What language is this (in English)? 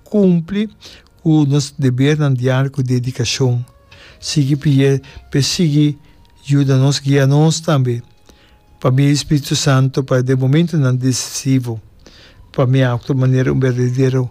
Papiamento